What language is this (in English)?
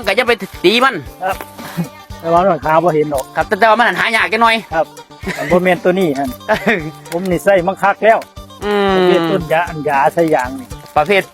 Northeastern Thai